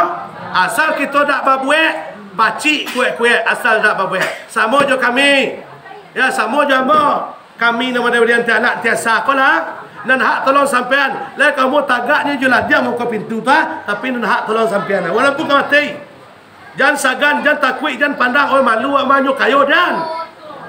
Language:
Minangkabau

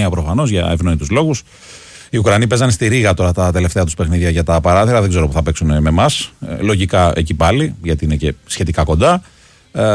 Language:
Greek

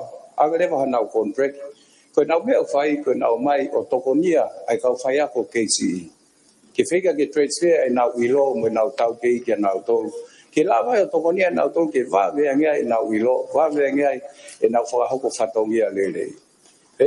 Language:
Tongan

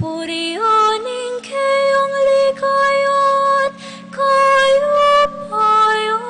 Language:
Pampanga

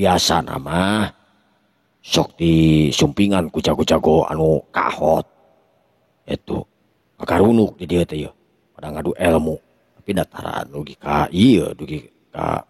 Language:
Sundanese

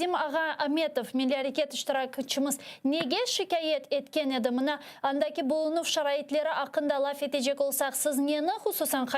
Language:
Crimean Tatar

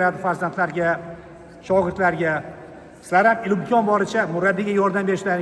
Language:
Uzbek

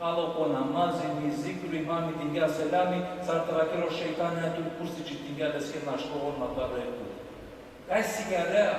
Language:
Balkan Romani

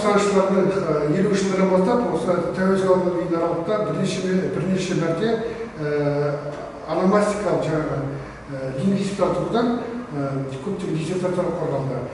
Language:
Kazakh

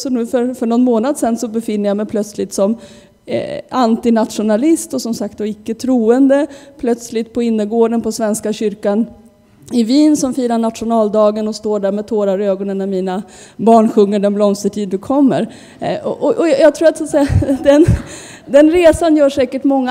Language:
Swedish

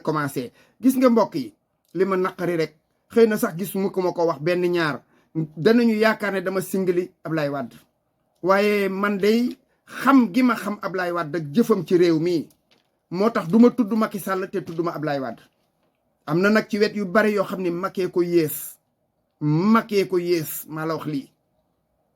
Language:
Wolof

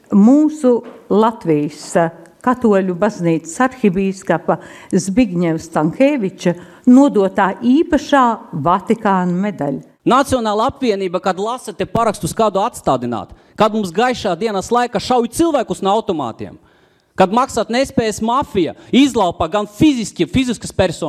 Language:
Latvian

